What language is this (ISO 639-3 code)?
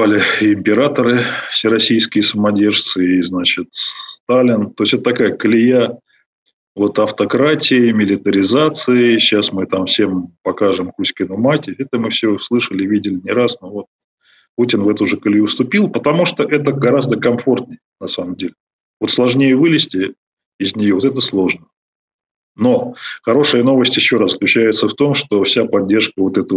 rus